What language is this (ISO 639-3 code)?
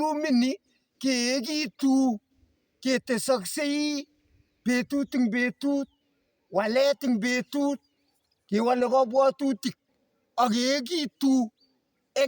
kln